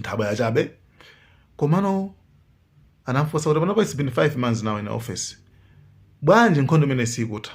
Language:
Nyanja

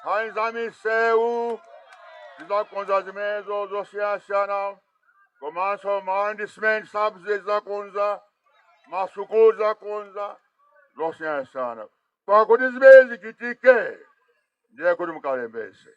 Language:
Nyanja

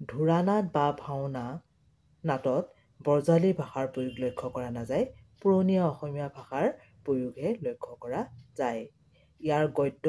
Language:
Assamese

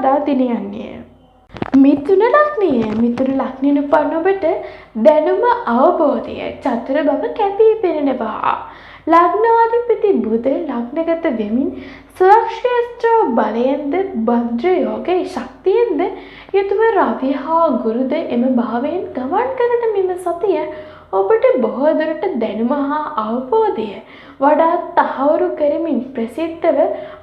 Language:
Sinhala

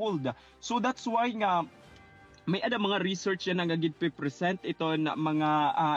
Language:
Waray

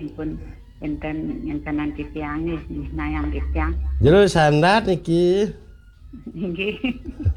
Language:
Balinese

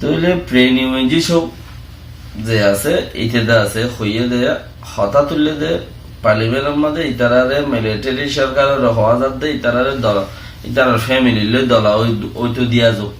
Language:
Rohingya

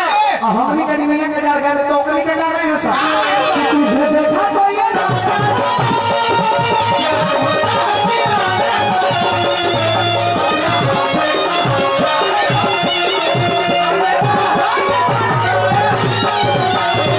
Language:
Bhojpuri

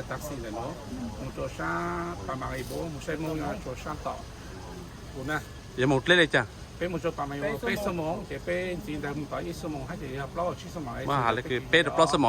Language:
Hmong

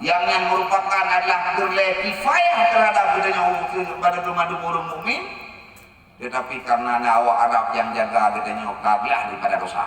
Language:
Achinese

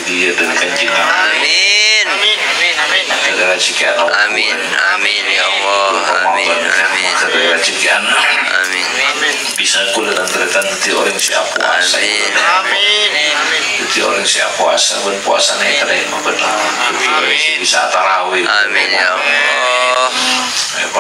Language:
Madurese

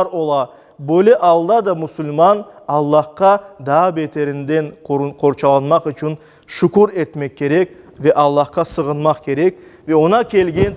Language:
Crimean Tatar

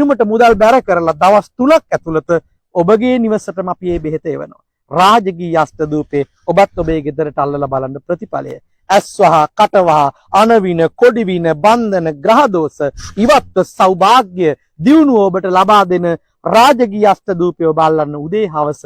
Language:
Sinhala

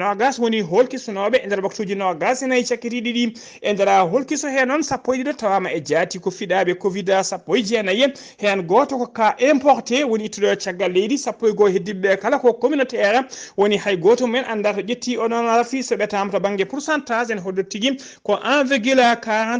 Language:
Fula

